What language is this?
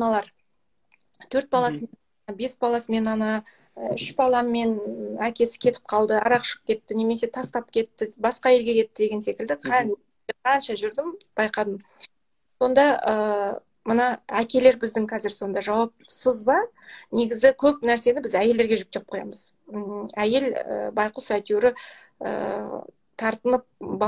Kazakh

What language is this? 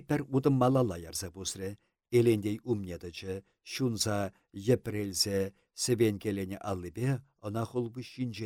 Chuvash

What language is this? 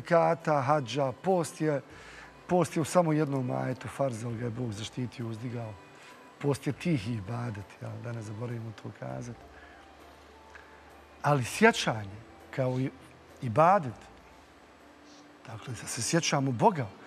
Bosnian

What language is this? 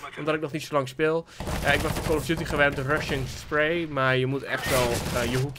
Dutch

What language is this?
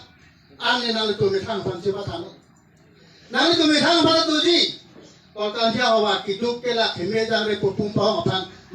Karbi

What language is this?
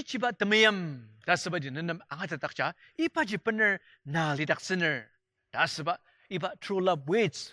Ao Naga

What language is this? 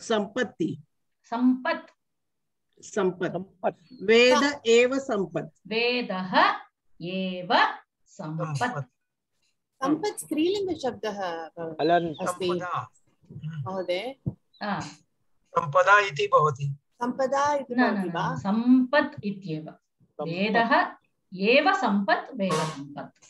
Sanskrit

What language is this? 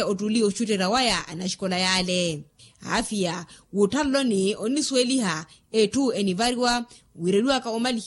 Makhuwa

